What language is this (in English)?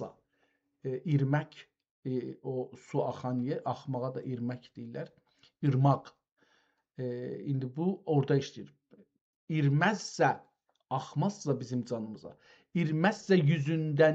South Azerbaijani